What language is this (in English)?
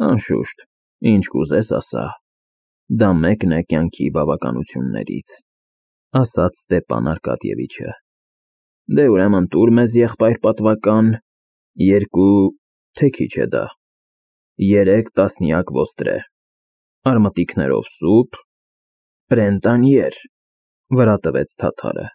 Armenian